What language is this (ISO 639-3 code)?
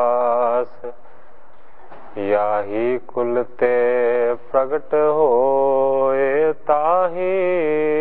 pan